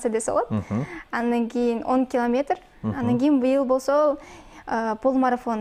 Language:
Kyrgyz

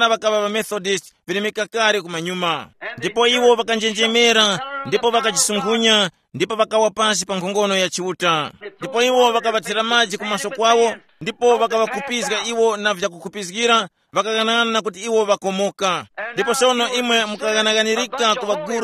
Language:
Tumbuka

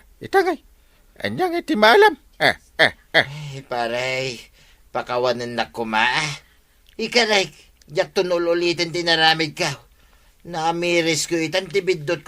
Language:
Iloko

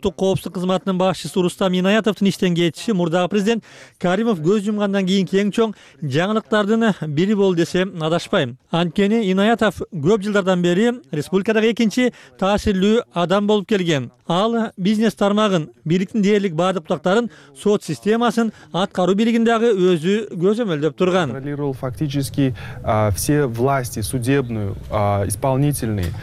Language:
Kyrgyz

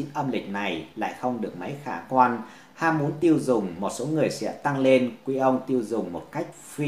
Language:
Vietnamese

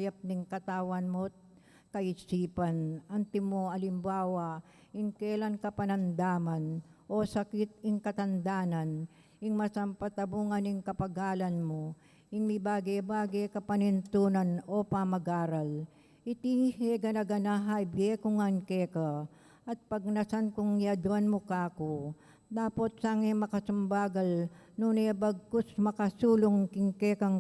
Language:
Pampanga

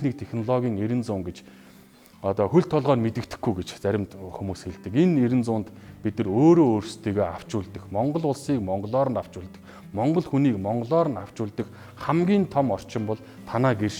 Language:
Mongolian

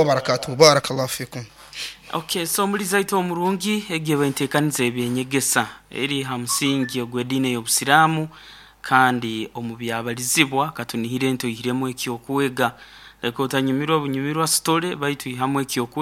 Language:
Nyoro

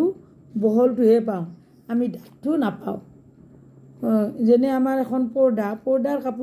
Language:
Assamese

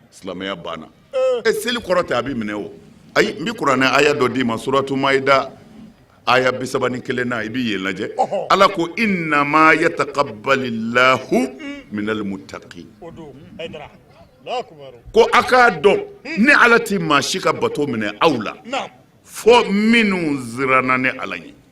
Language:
Bambara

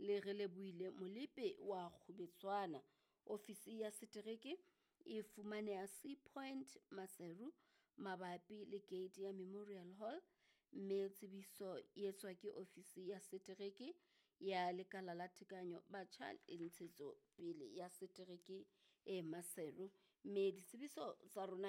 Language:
Southern Sotho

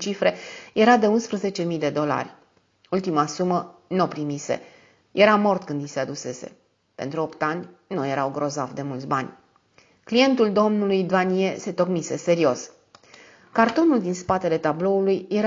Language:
Romanian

